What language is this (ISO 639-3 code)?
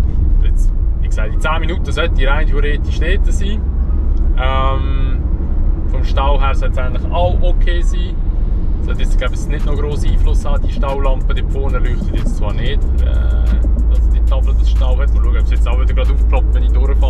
gsw